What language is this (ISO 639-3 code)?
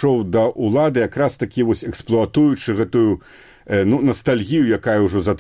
bel